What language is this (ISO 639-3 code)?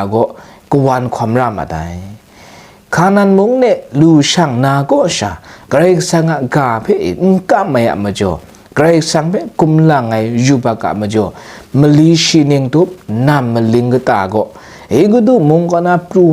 kac